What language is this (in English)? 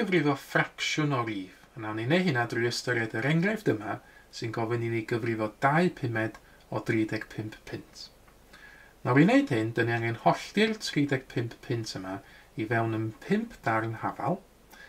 Welsh